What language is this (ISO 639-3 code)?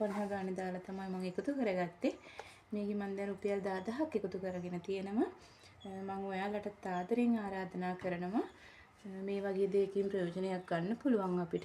sin